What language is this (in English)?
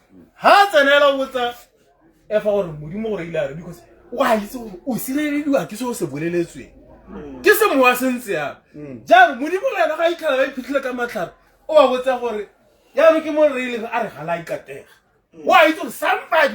Tswana